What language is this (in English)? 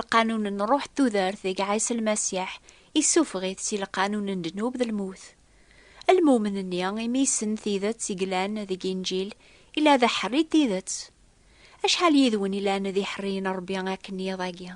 Kabyle